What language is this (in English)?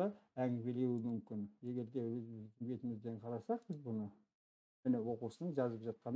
Kazakh